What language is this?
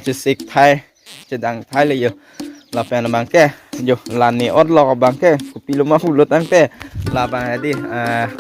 Karbi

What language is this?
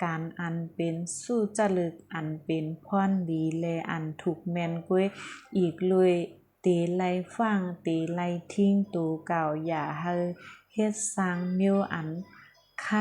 Shan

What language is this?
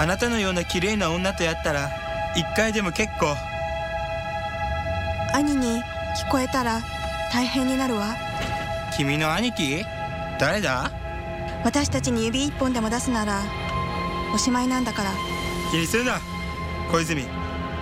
Japanese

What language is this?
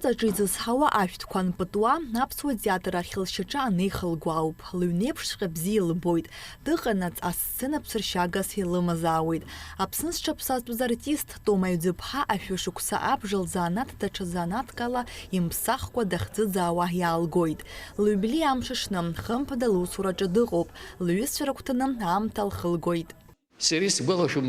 Abkhazian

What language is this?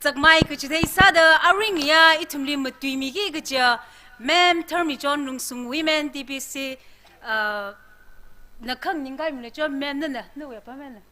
Tangkhul Naga (India)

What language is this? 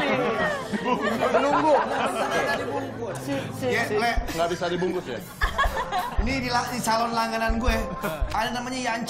Indonesian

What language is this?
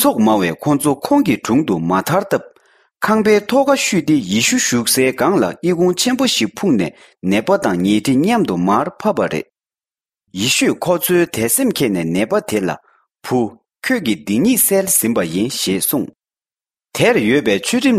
Tibetan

